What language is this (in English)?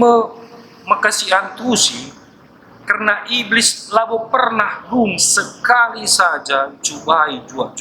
Batak Karo